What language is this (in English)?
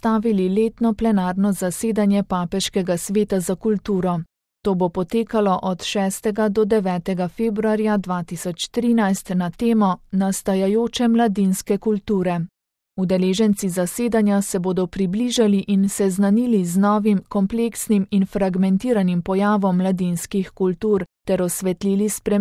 Slovenian